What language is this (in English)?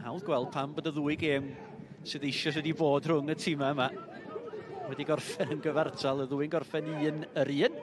Welsh